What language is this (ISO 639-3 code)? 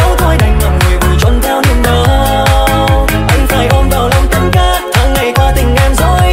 vie